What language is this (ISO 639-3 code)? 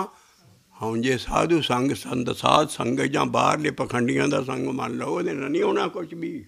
pan